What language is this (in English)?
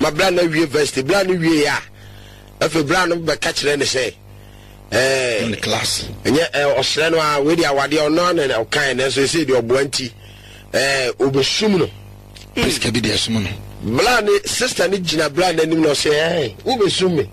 Akan